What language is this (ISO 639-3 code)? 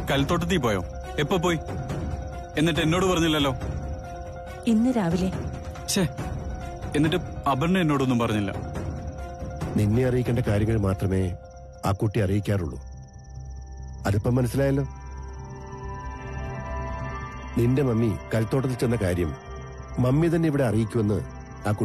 mal